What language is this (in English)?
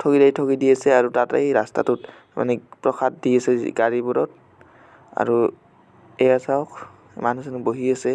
Assamese